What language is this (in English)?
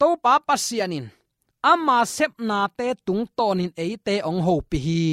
Tedim Chin